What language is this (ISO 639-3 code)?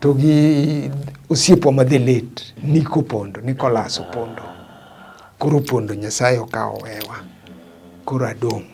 luo